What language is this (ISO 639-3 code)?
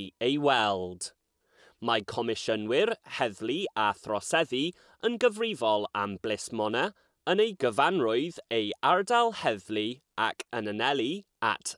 cym